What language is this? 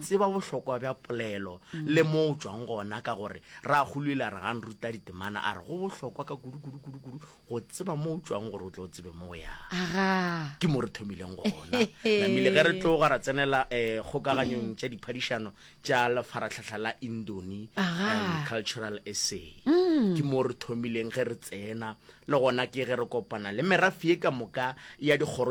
Northern Sotho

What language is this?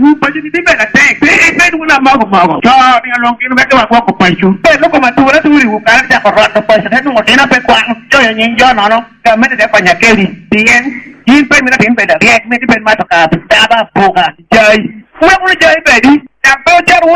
Lango (Uganda)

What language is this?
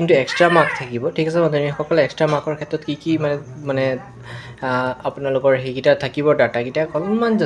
Assamese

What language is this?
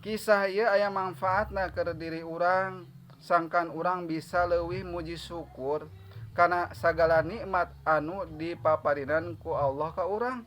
Sundanese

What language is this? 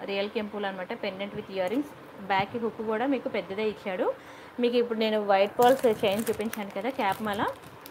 Telugu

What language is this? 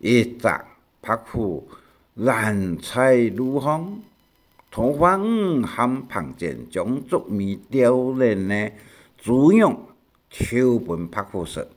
Hakka Chinese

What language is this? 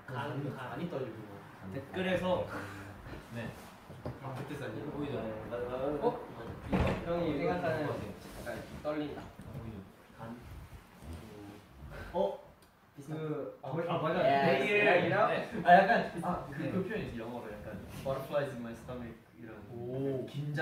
Korean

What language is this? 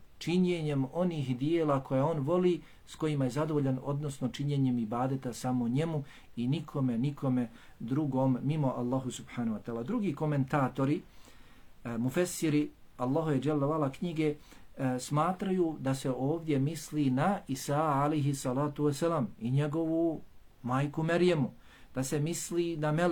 Bosnian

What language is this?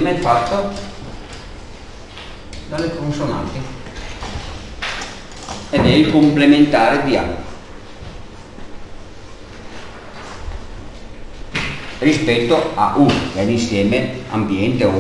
Italian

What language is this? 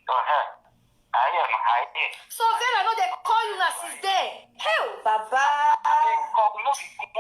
Nigerian Pidgin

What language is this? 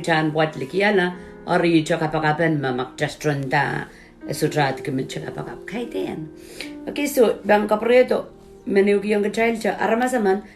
Pohnpeian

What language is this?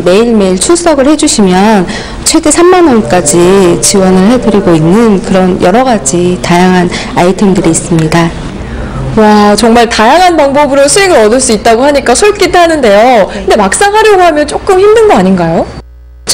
Korean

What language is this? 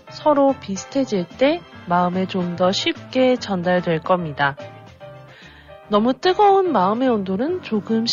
Korean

